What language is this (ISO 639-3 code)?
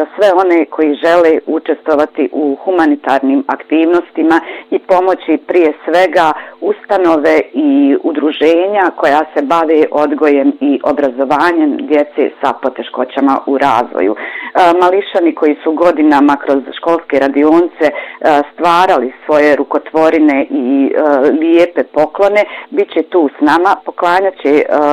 bos